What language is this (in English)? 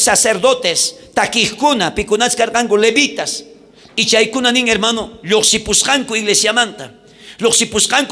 South Bolivian Quechua